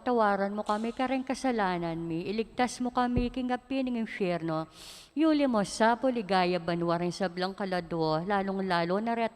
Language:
Pampanga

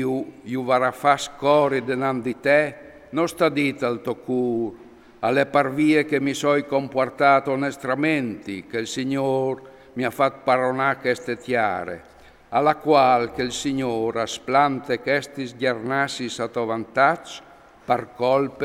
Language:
Friulian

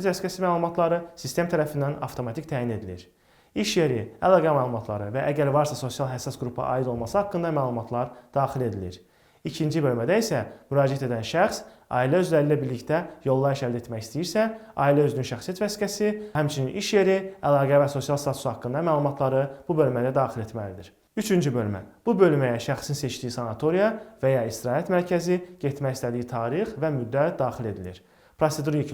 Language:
Azerbaijani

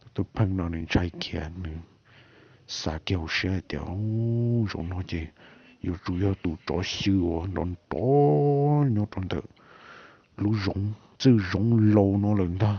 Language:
Hmong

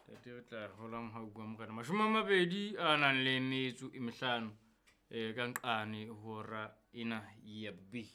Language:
Southern Sotho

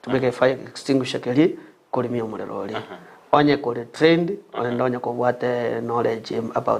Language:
Gusii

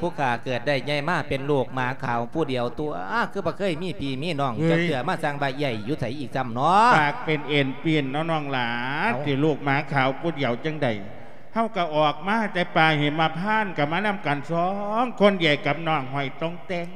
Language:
Lao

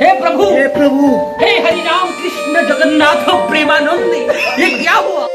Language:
Khasi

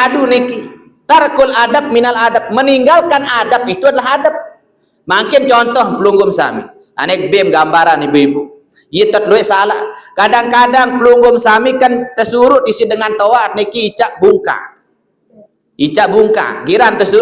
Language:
Sasak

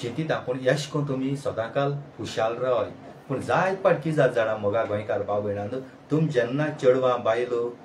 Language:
Konkani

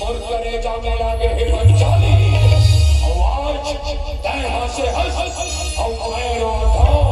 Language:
Chhattisgarhi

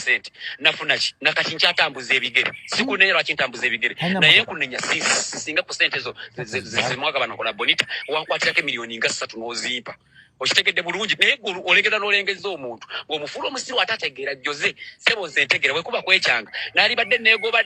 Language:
Ganda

